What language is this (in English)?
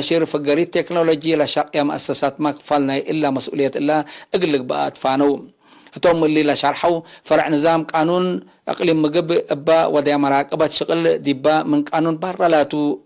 Tigre